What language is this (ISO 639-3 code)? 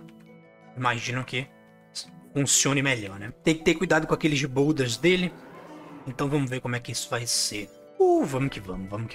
por